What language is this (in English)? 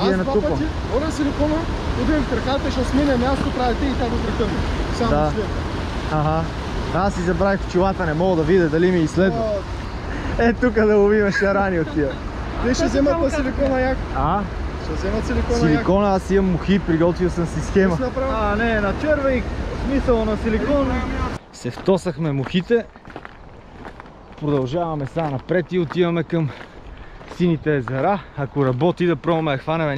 Bulgarian